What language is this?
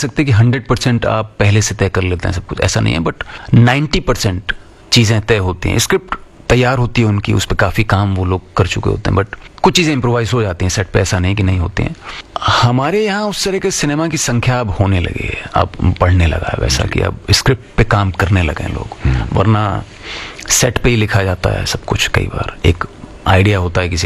Hindi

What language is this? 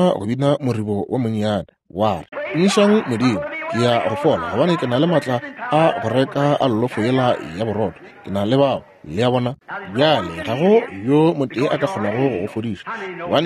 Northern Sotho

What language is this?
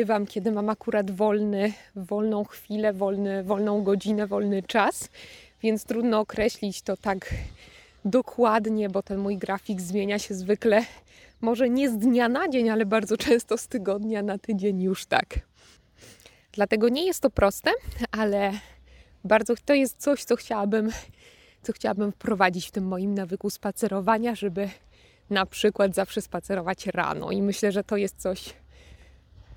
Polish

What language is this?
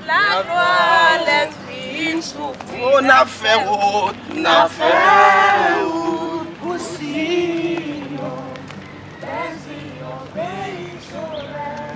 Haitian Creole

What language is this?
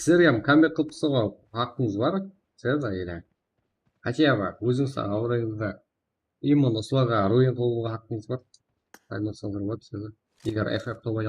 Kara-Kalpak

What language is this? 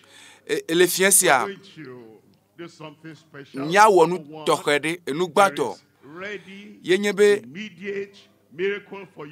Ewe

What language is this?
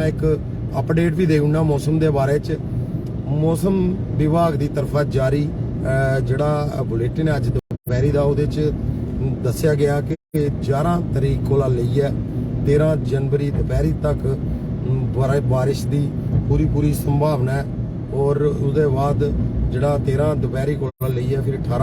Dogri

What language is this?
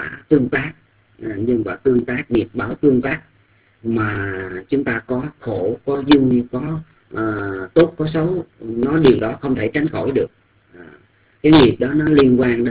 Vietnamese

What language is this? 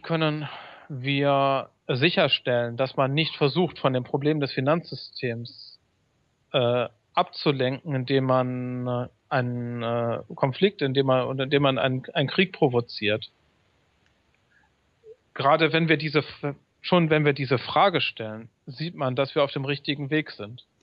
German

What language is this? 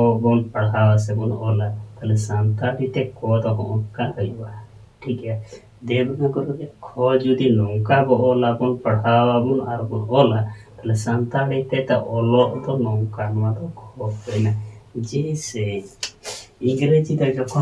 Santali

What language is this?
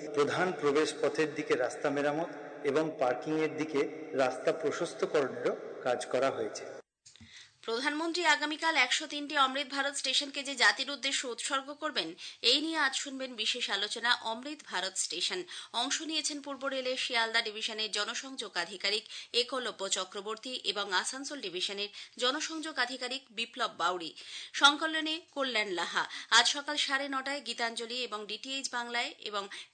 Bangla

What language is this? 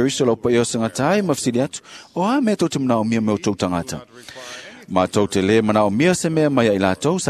Samoan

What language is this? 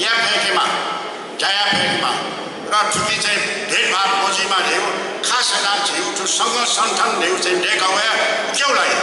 Newari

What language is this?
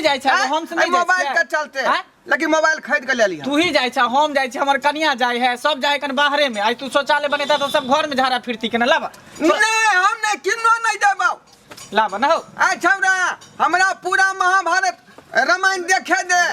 Maithili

